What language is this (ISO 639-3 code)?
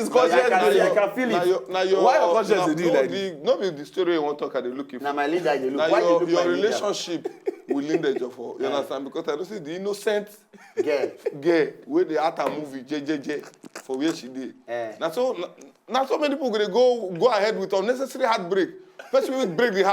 pcm